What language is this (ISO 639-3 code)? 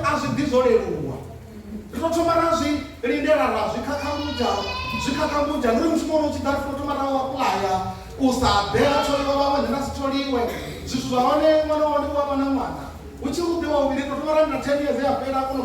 ven